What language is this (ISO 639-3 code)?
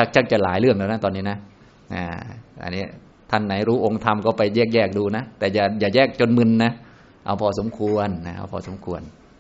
tha